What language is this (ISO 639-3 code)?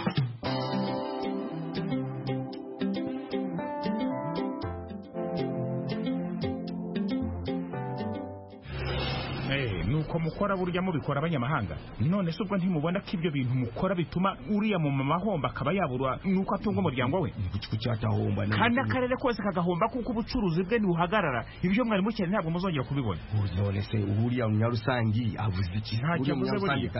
kin